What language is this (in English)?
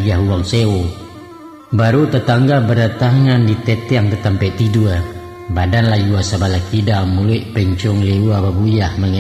Minangkabau